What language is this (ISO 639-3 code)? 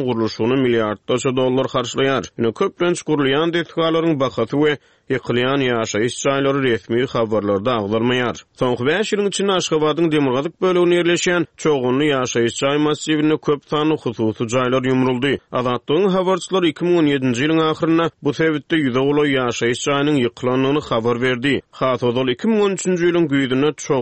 tuk